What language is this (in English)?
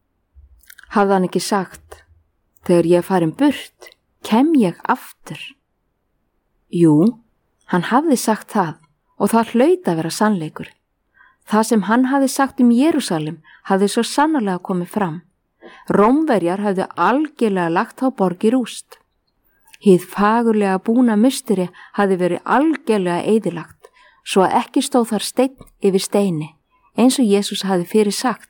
Icelandic